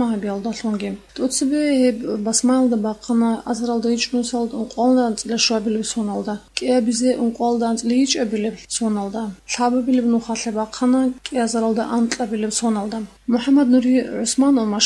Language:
Avaric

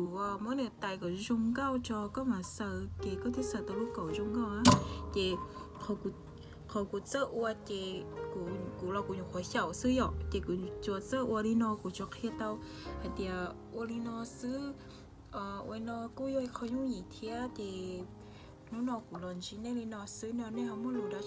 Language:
Hmong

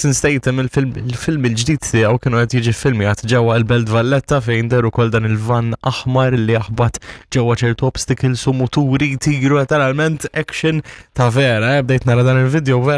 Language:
Maltese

